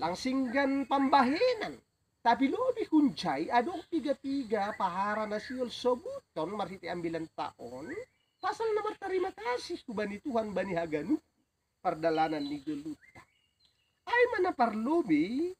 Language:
Batak Simalungun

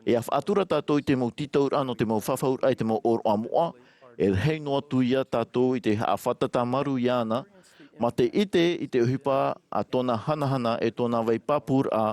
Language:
Tahitian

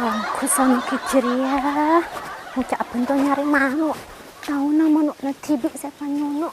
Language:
Madurese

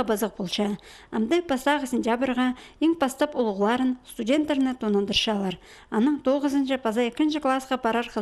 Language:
Khakas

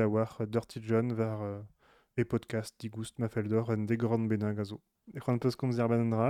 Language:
Breton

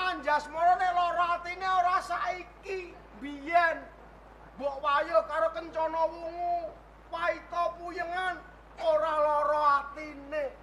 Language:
Javanese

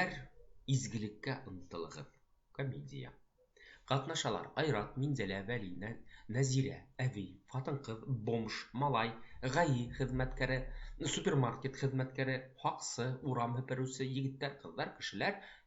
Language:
Bashkir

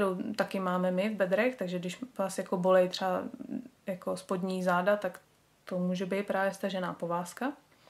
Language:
Czech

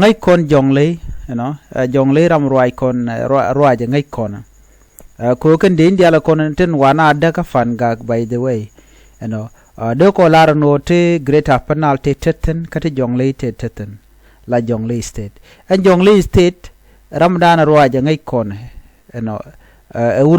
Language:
Nuer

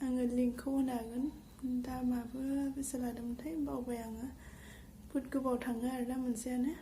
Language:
Bodo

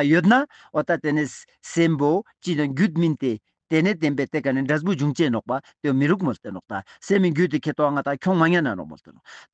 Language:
Ladakhi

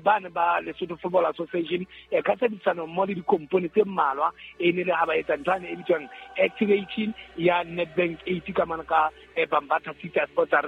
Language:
Southern Sotho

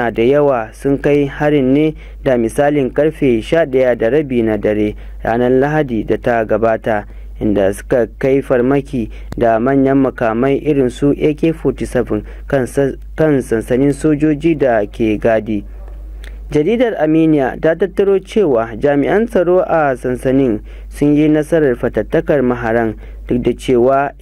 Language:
Hausa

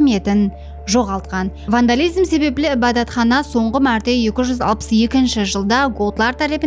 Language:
Kara-Kalpak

